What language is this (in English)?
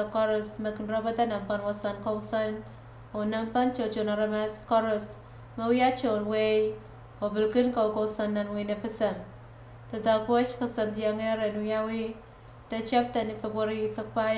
Pohnpeian